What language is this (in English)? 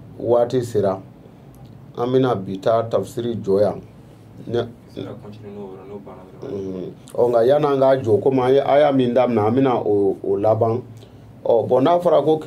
Bambara